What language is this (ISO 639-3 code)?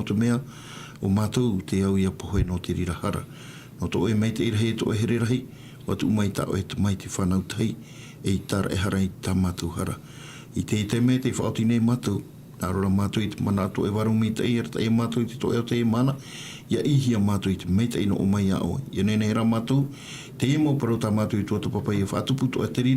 tah